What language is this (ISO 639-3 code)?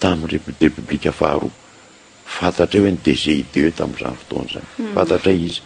mlg